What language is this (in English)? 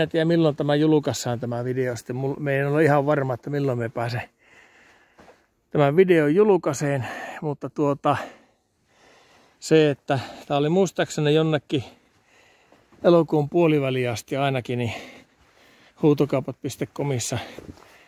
Finnish